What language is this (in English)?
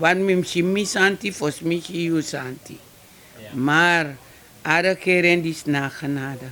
Sranan Tongo